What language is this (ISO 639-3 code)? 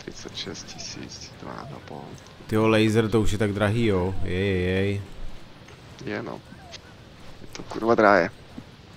ces